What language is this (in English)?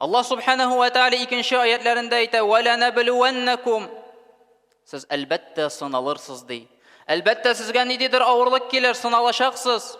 Tatar